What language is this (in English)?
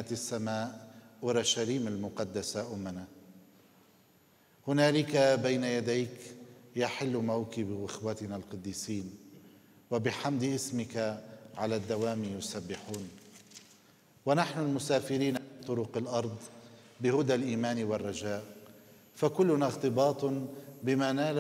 Arabic